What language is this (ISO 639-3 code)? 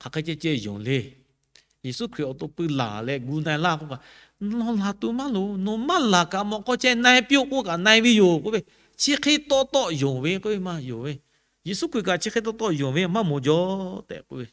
lhu